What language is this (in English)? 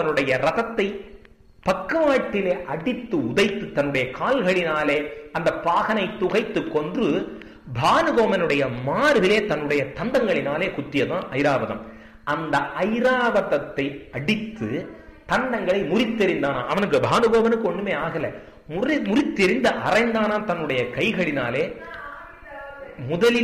Tamil